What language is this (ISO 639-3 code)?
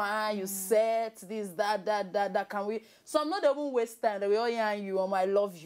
pcm